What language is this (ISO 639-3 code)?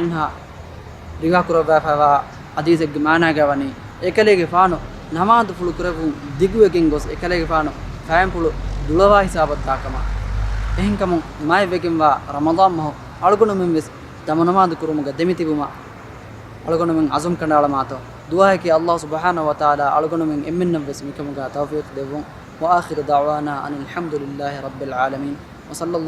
div